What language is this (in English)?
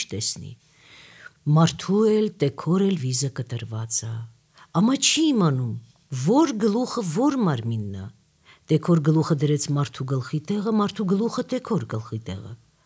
Armenian